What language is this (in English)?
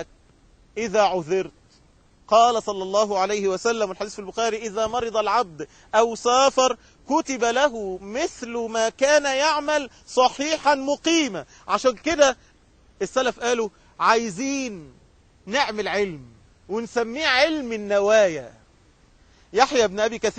Egyptian Arabic